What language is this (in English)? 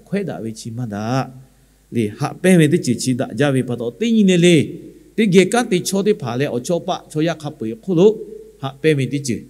Lahu